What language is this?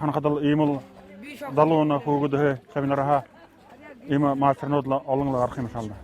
Buriat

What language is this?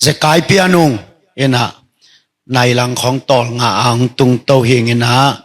Tedim Chin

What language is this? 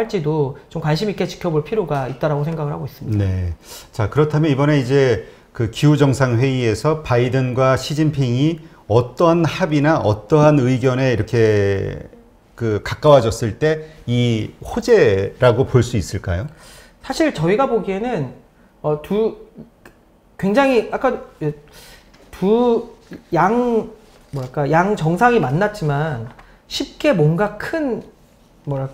Korean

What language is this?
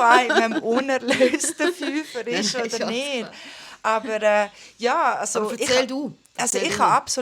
Swiss German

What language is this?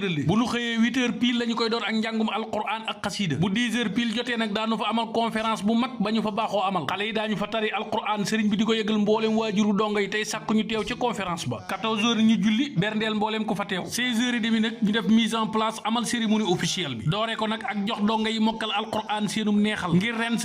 Wolof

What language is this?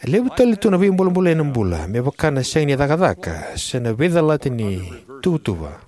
Fijian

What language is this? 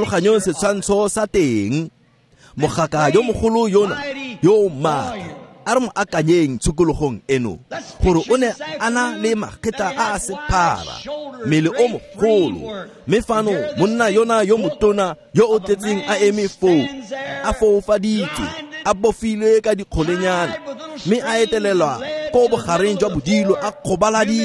Tswana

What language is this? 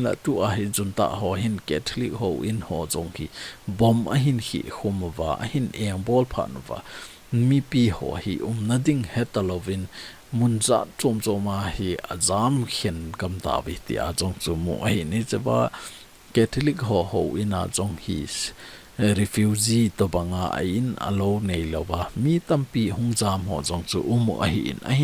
Thado Chin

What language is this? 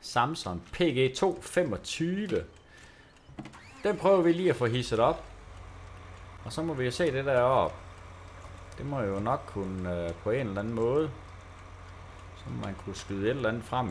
Danish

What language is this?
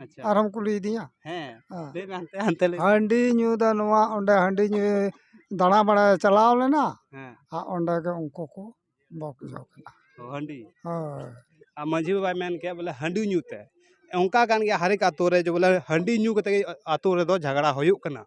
Santali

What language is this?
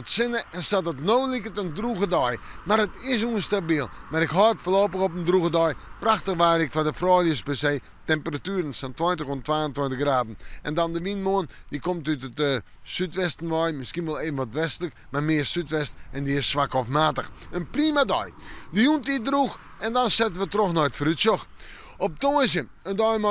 Western Frisian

